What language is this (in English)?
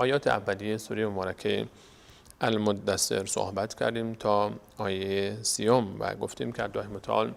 Persian